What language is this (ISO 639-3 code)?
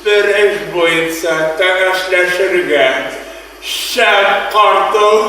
bak